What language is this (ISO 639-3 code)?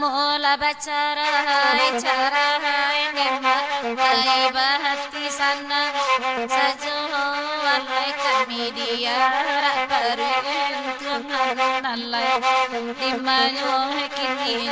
min